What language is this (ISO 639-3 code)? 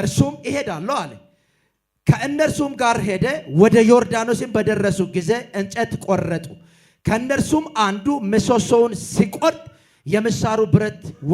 amh